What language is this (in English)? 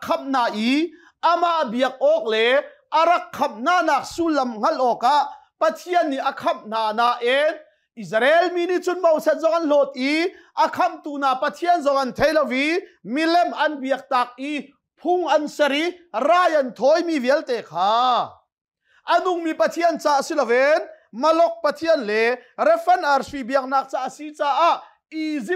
Hakha Chin